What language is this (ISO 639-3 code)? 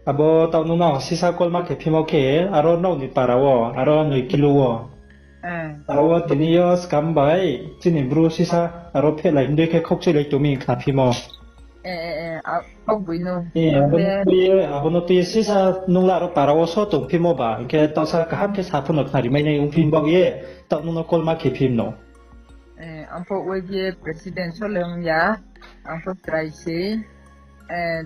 ria